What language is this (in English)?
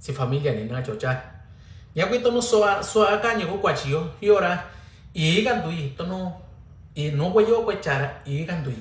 Mixtepec Mixtec